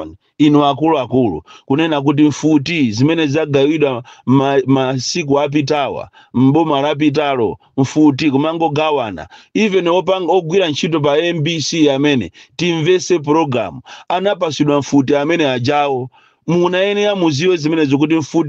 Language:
Nyanja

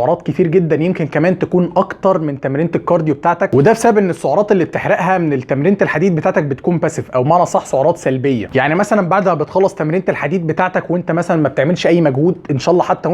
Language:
Egyptian Arabic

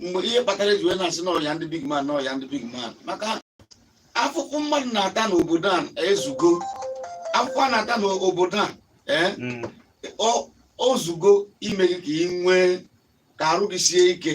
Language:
Igbo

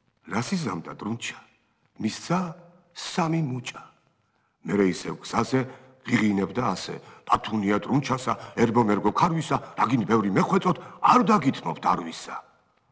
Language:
Georgian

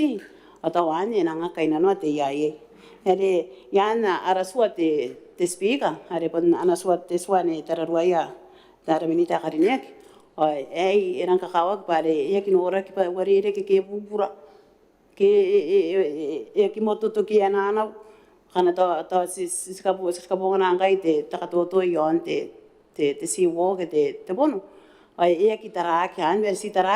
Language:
Gilbertese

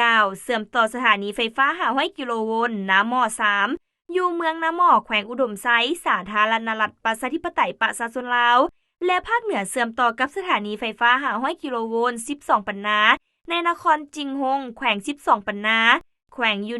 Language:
Lao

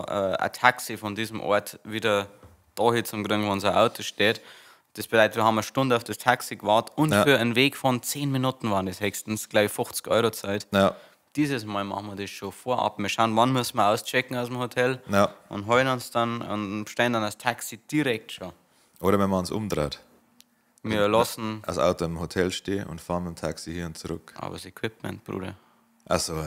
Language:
Bavarian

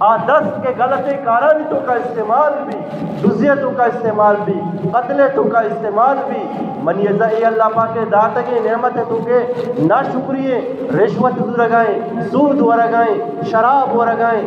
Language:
Eastern Balochi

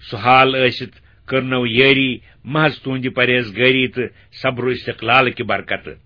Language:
Kashmiri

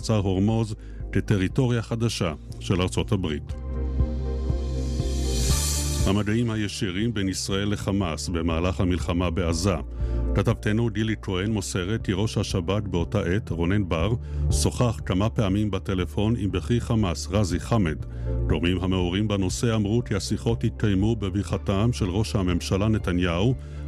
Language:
Hebrew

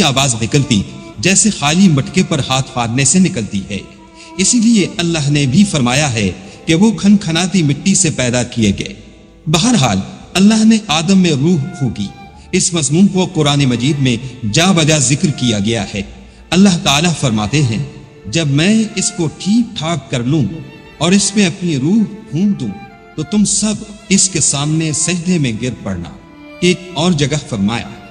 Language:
Urdu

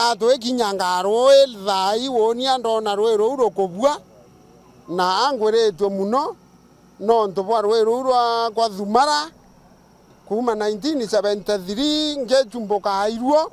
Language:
Meru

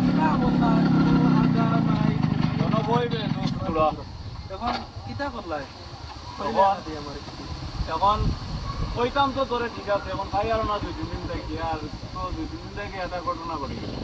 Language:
Sylheti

